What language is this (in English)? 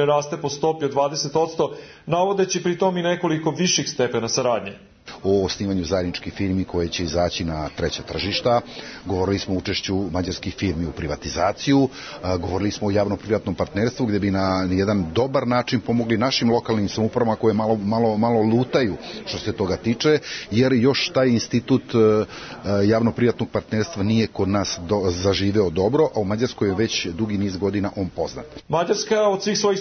Serbian